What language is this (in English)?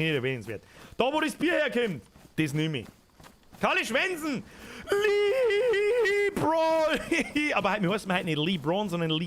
Bavarian